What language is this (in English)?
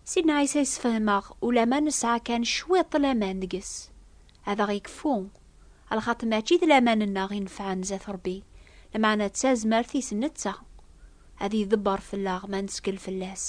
Kabyle